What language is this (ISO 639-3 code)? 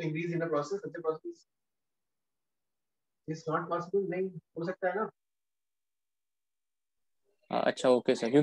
hin